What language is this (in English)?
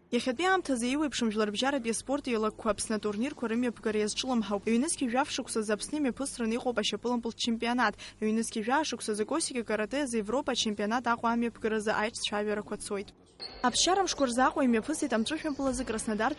Abkhazian